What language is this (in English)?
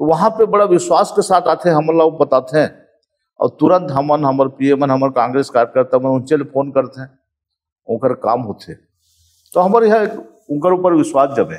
Chhattisgarhi